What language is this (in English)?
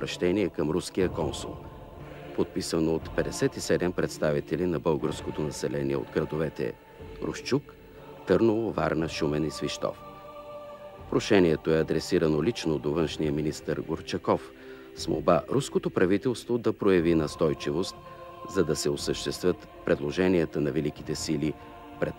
Bulgarian